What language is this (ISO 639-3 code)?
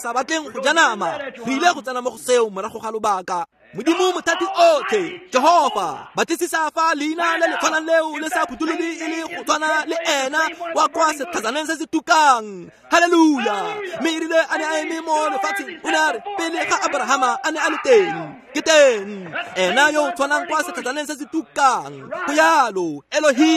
tsn